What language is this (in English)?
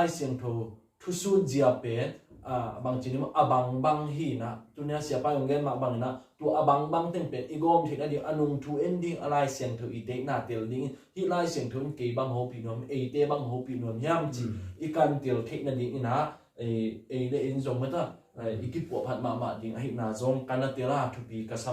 Tedim Chin